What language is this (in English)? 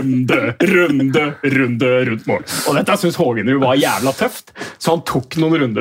Norwegian